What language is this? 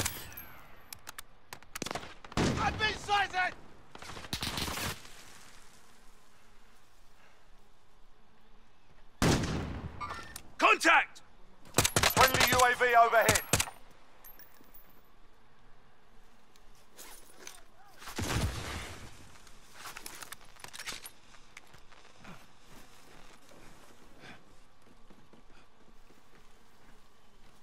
Dutch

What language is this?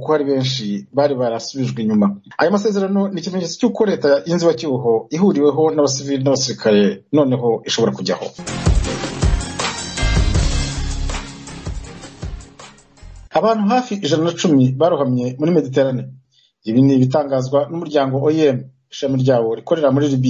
Kinyarwanda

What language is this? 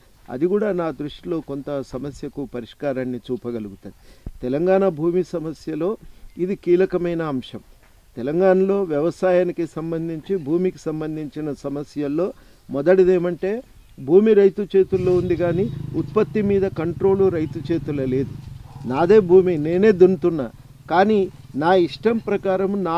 Telugu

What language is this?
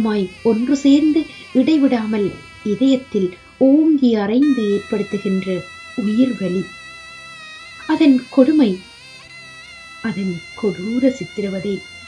Tamil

